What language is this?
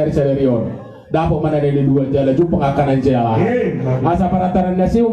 Batak Toba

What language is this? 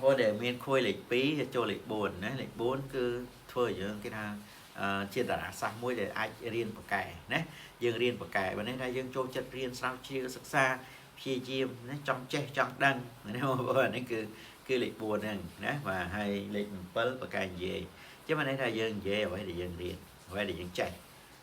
Khmer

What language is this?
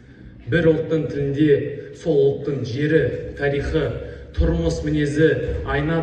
Kazakh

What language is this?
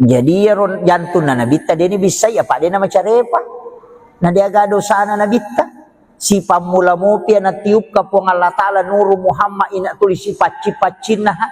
Buginese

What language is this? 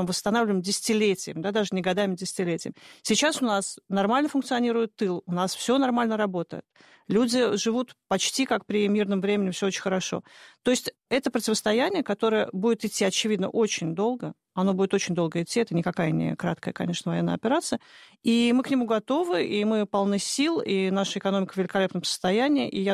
Russian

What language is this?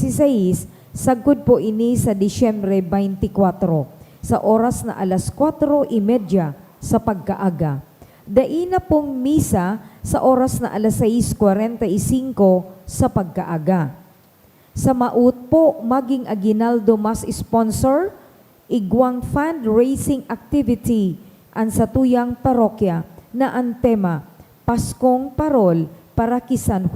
Bikol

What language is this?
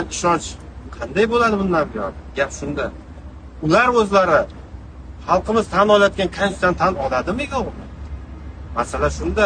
Uzbek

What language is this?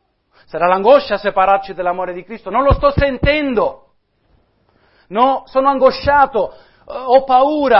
Italian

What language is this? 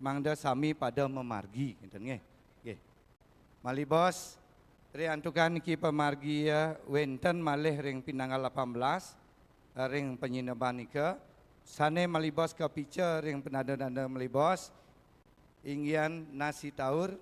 Balinese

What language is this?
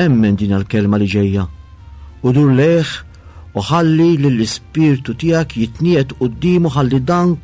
Maltese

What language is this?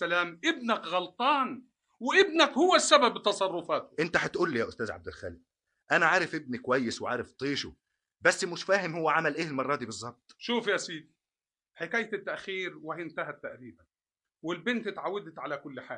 Egyptian Arabic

